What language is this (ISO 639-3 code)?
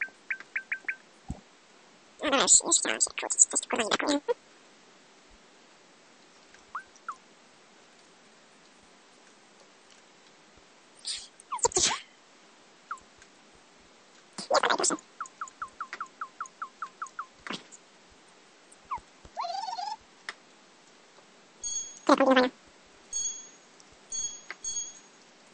pol